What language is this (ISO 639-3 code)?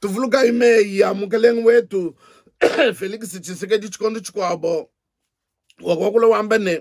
lua